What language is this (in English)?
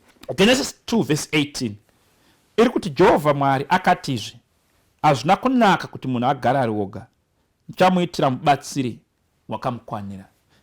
Shona